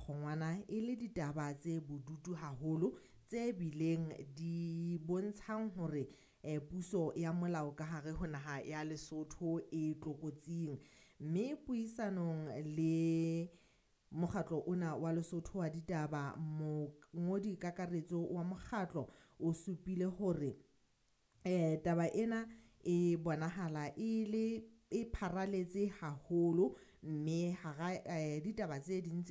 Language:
Southern Sotho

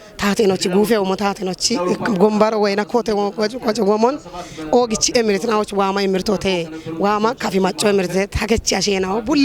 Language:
Kafa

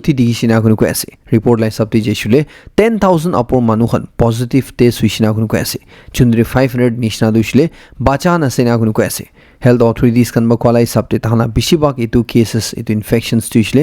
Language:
Naga Pidgin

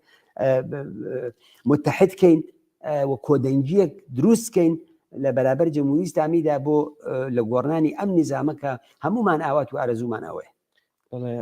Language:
Central Kurdish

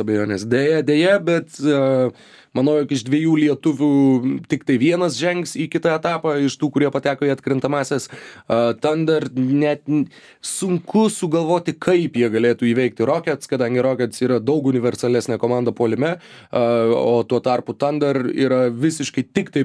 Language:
Lithuanian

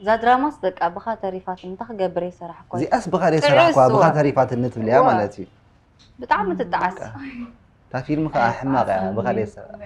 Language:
Tigrinya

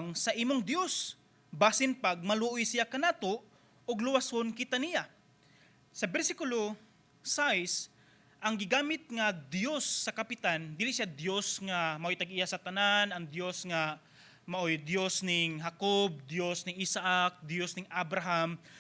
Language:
Cebuano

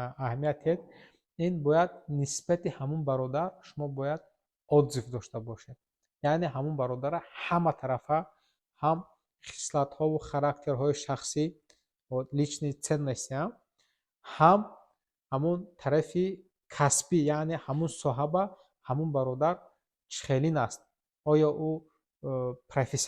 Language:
Tajik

